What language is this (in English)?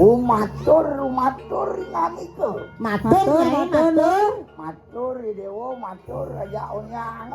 Balinese